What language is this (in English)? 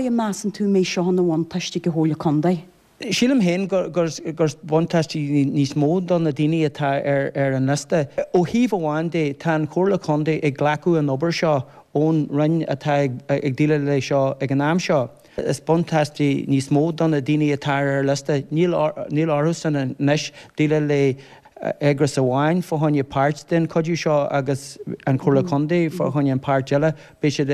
Irish